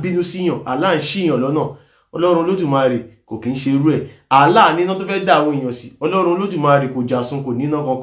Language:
Yoruba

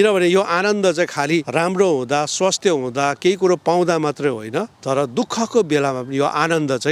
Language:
Nepali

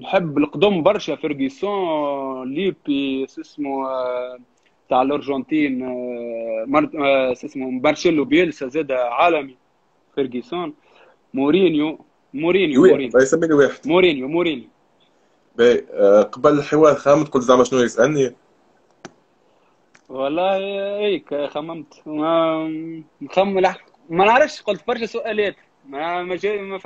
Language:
Tunisian Arabic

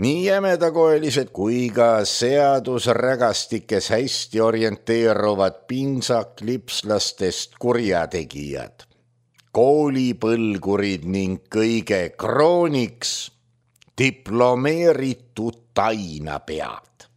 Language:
Estonian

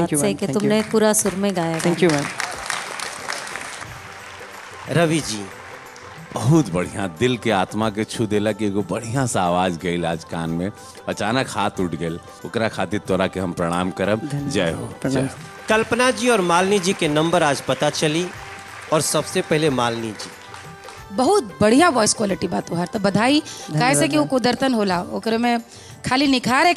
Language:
Bhojpuri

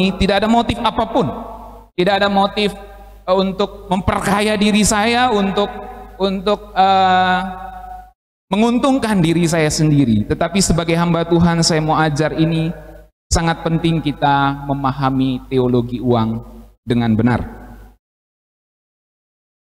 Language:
Indonesian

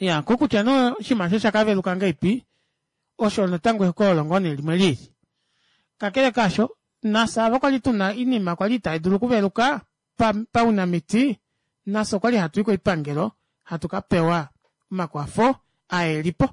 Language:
Kuanyama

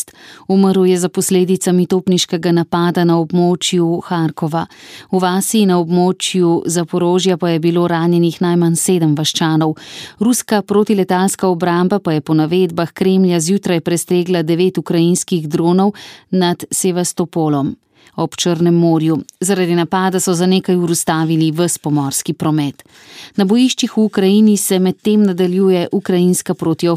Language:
Slovenian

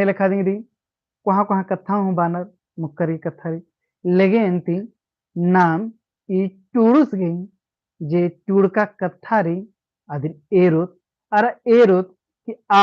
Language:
Kurukh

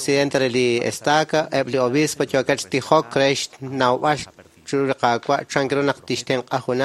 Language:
Kekchí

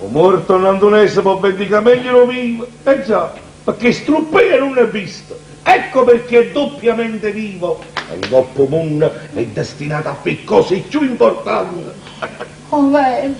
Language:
Neapolitan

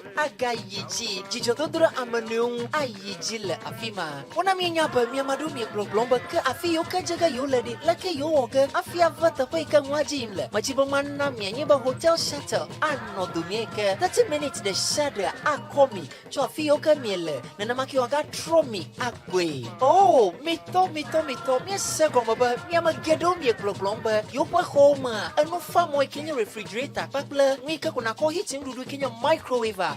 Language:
Ewe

